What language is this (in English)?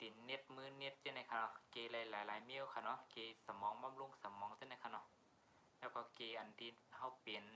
Shan